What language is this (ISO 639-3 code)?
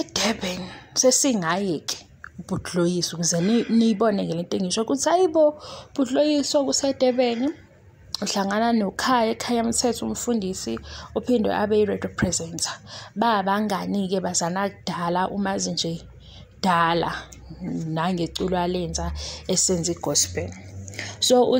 zul